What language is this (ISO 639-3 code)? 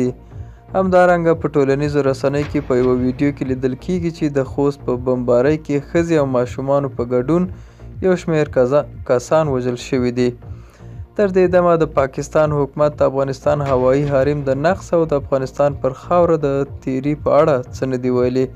pus